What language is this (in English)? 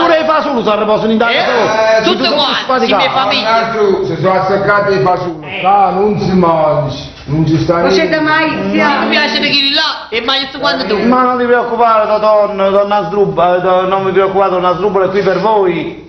Neapolitan